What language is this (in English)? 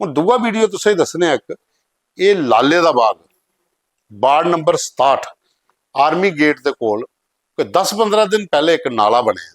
Dogri